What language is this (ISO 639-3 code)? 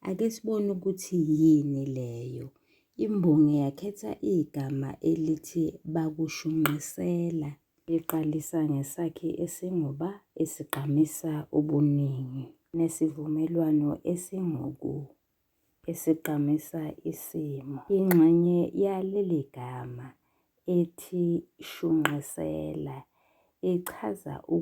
zul